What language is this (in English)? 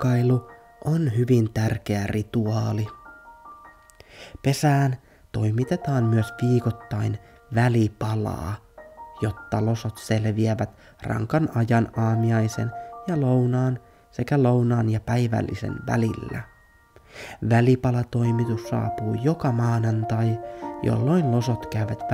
Finnish